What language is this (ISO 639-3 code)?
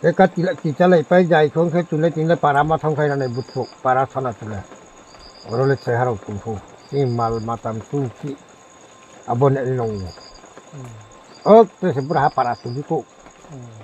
ria